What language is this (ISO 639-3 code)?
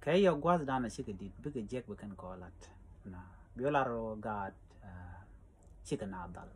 nus